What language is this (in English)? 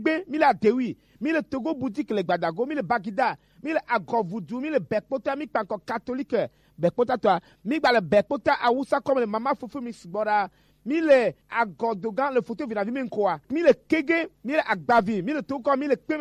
Gen